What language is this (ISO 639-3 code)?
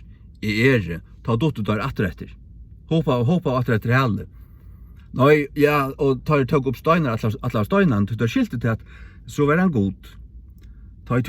fao